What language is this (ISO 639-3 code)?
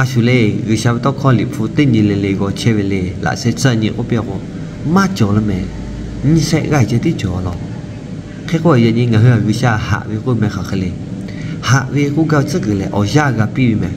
lhu